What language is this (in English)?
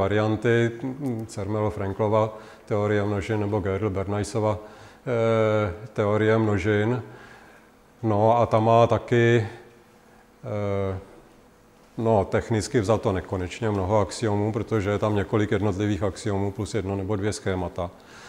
Czech